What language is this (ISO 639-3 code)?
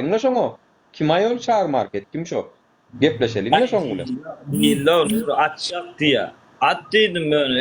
tuk